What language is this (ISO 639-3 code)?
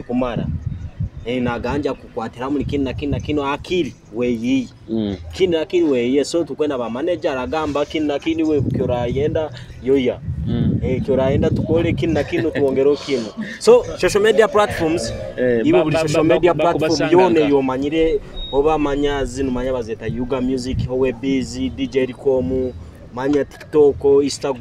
nyo